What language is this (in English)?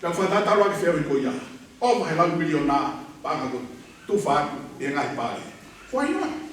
Tongan